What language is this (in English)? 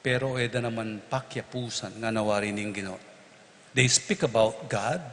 Pampanga